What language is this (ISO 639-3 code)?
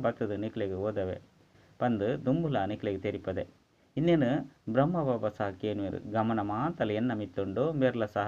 tcy